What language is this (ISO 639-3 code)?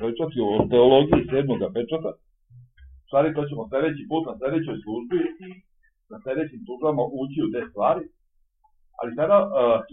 srp